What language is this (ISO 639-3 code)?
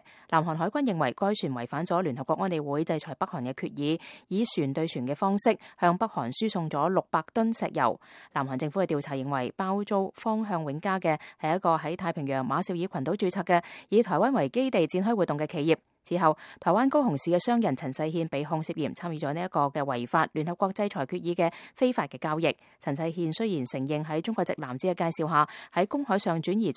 yue